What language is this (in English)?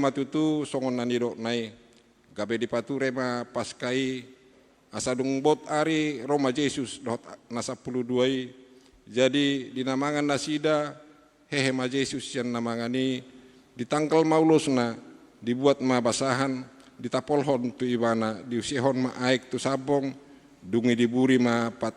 Batak Toba